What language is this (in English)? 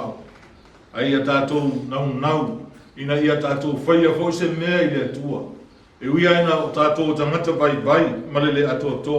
Samoan